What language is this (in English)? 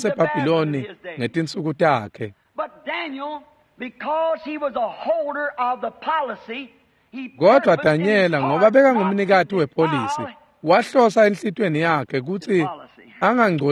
Swati